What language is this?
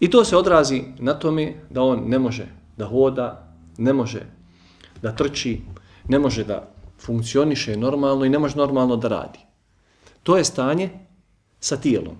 Bosnian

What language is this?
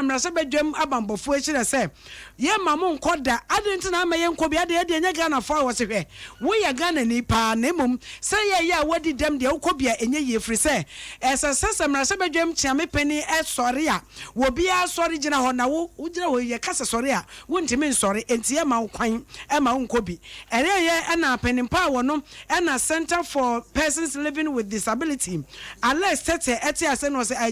Akan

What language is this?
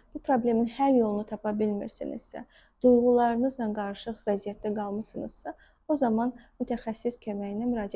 Azerbaijani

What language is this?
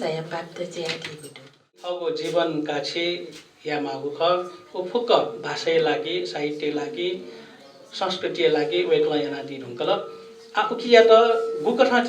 Newari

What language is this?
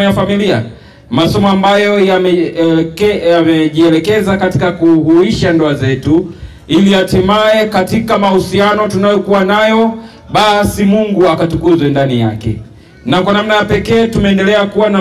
Swahili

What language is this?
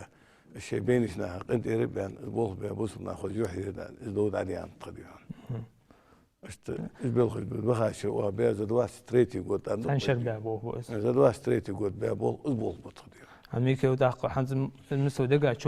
Ingush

